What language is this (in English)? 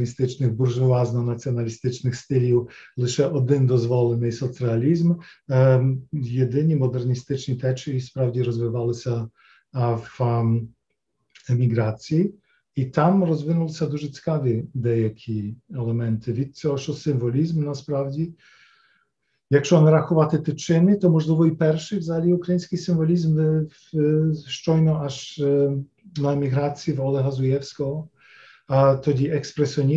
Ukrainian